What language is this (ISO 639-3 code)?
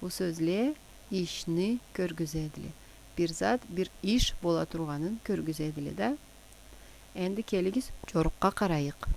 krc